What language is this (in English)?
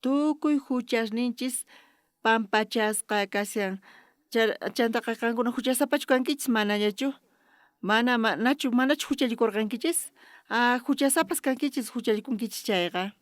South Bolivian Quechua